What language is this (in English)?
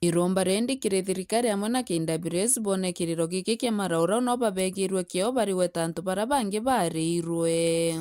Meru